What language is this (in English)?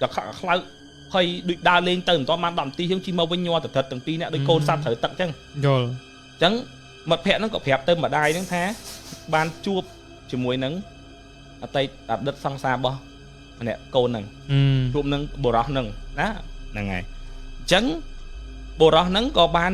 Khmer